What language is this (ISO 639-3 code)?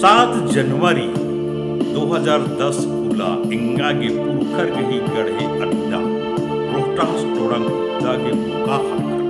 kru